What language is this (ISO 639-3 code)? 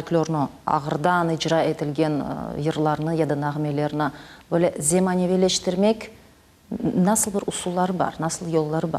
crh